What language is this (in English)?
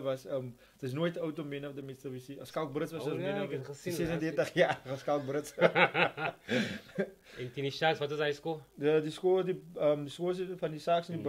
Afrikaans